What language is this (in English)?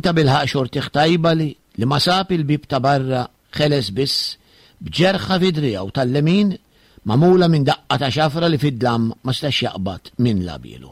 Maltese